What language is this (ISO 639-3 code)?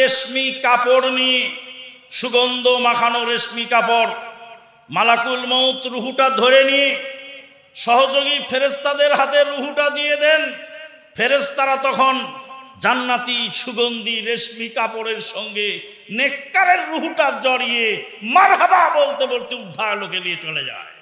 ben